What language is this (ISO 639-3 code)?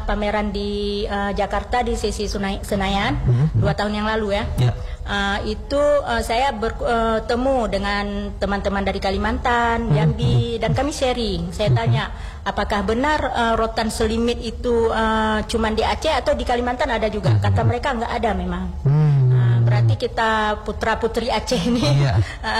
ind